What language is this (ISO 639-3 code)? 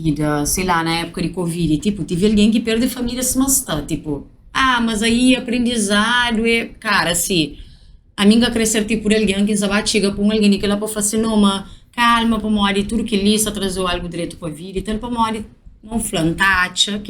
kea